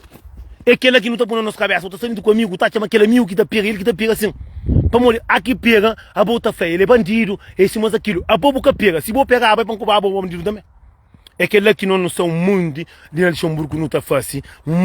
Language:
Kabuverdianu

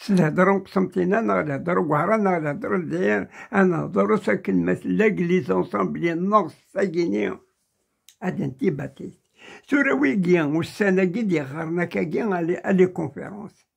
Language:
Kabyle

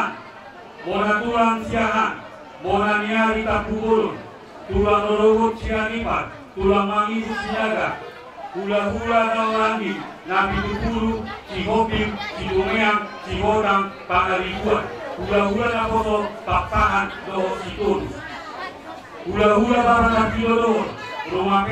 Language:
Batak Toba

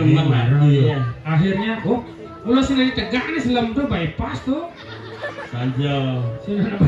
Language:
Balinese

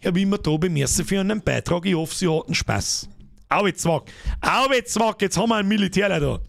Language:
Bavarian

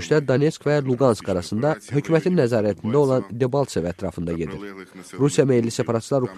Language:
Azerbaijani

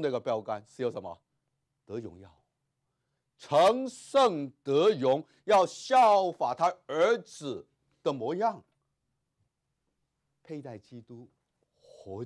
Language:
Chinese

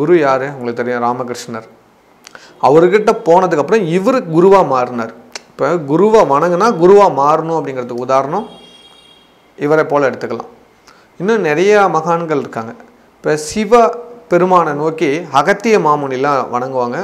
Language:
Tamil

